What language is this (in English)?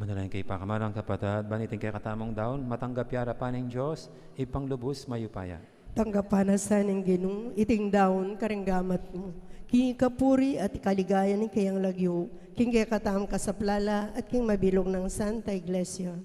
Pampanga